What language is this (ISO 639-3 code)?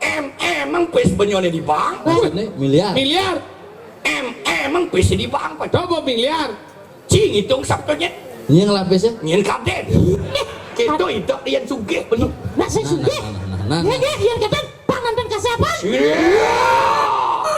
ban